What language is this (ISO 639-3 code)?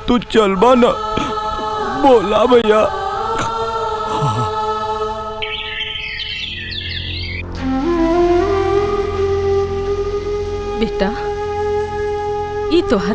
bho